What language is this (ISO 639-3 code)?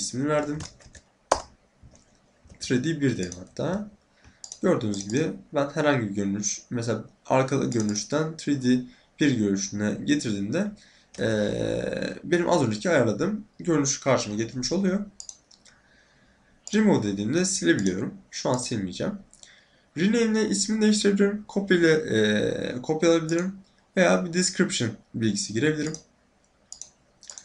tur